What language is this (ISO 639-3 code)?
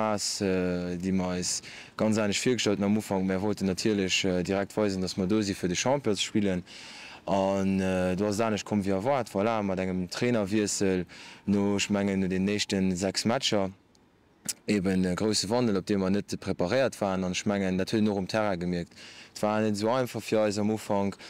ltz